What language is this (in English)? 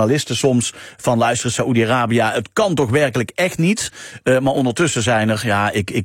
Dutch